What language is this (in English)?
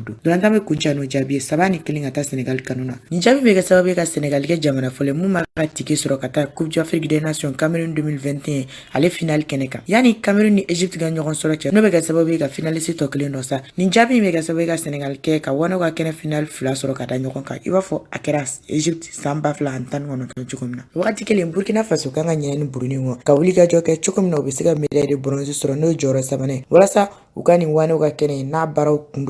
Bambara